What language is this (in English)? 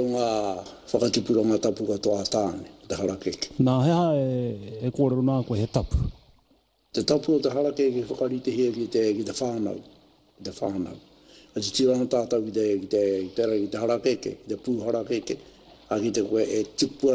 Māori